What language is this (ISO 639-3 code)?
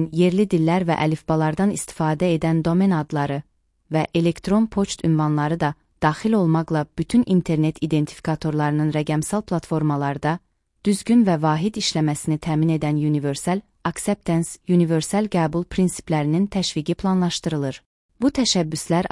aze